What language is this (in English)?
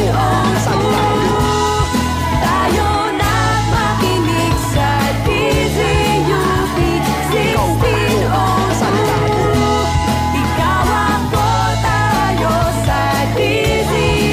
Filipino